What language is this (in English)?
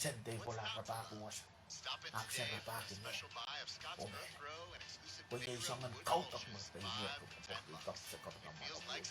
Pohnpeian